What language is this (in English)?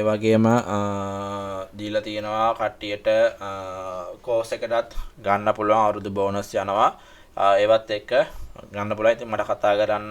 Sinhala